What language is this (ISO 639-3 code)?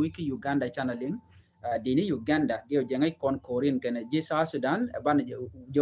nus